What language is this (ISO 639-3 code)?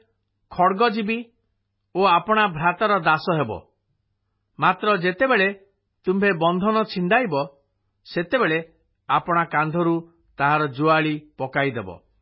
ori